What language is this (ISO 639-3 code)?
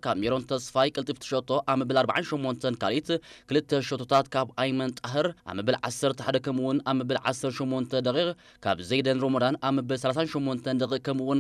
tir